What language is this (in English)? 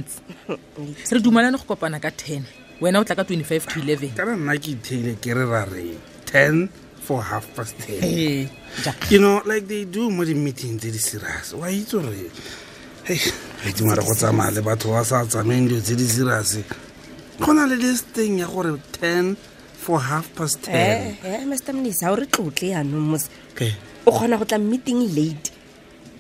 Tswana